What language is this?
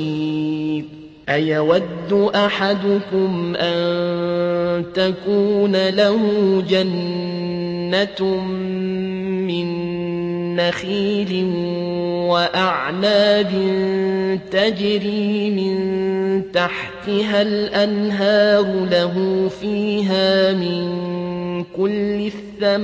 Arabic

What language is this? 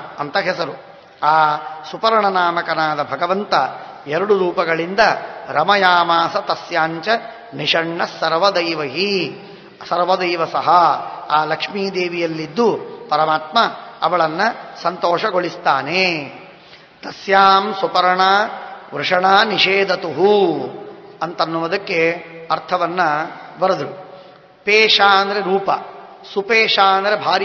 Kannada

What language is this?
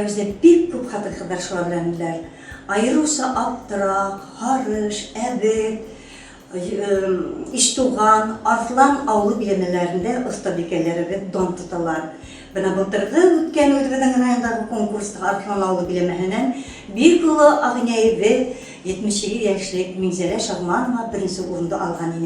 Bashkir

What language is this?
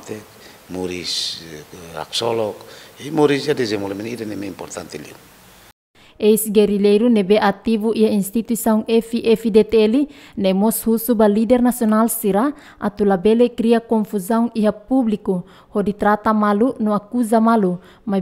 Tetum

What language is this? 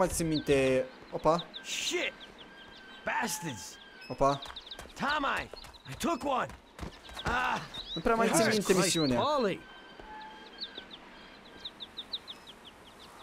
Romanian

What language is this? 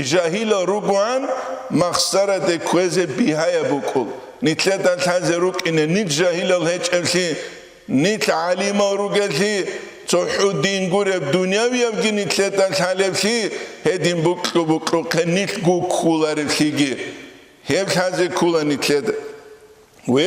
Avaric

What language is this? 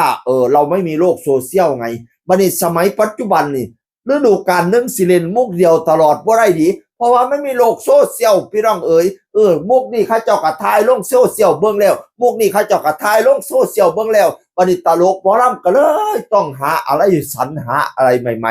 Northeastern Thai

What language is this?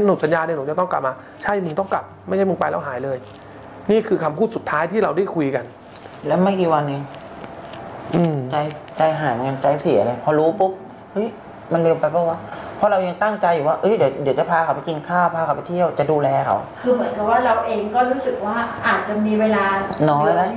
Thai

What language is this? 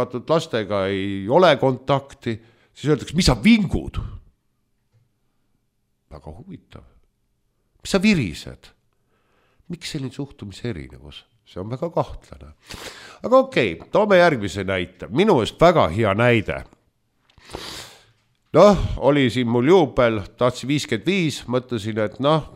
Estonian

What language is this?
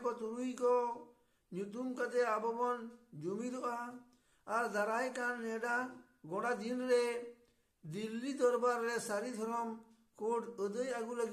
Santali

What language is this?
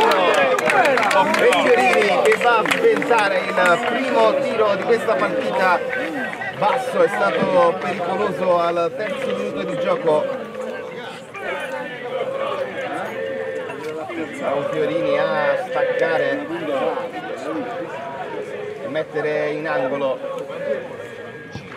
Italian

